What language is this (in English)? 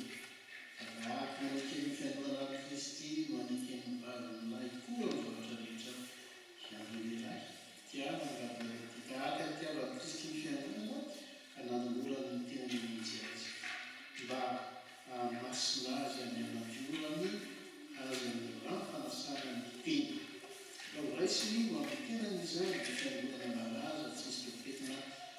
Malagasy